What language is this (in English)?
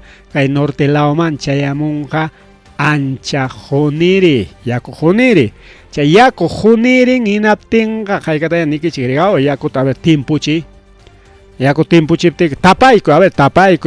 Ayacucho Quechua